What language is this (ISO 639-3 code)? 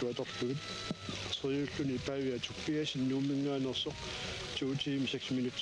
kal